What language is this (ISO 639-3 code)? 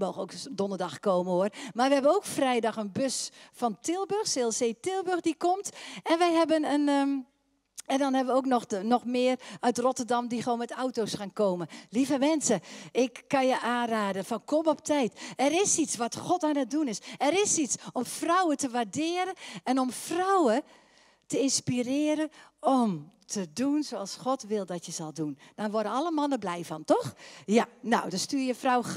nld